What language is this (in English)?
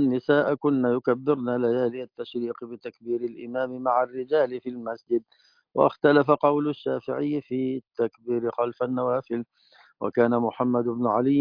Arabic